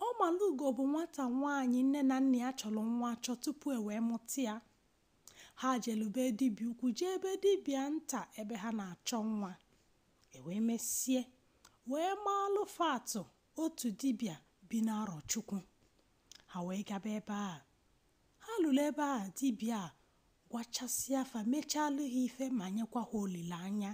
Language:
Igbo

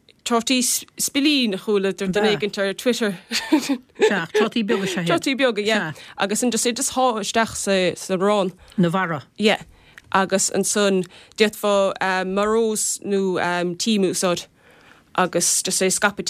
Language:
Irish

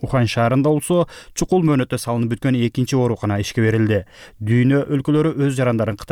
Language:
Kyrgyz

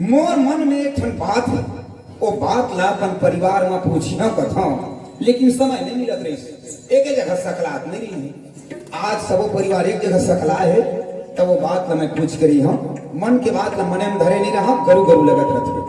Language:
Chhattisgarhi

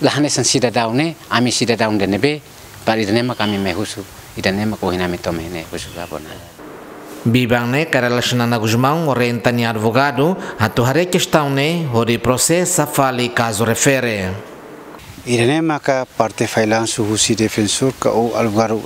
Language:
Tetum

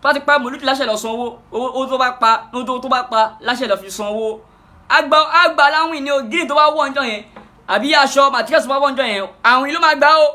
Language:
Yoruba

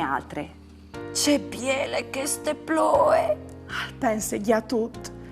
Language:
Friulian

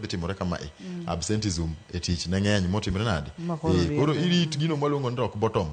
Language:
Luo (Kenya and Tanzania)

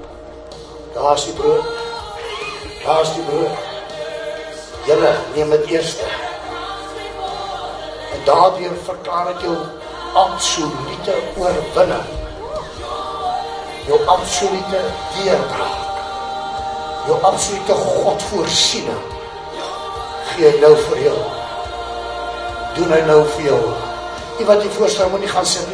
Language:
Afrikaans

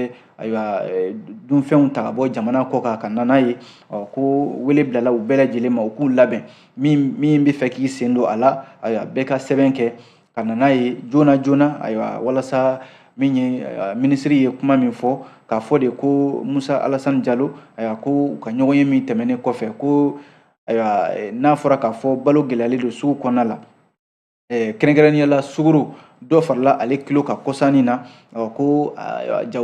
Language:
Bambara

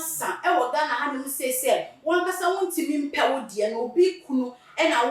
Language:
Akan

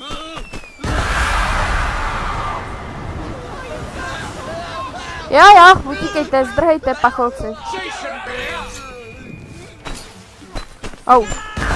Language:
Czech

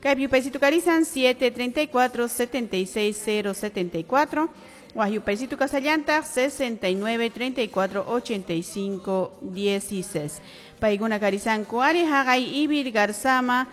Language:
Quechua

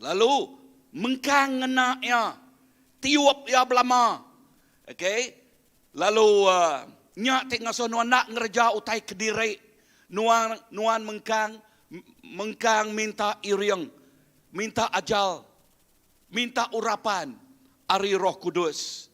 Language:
Iban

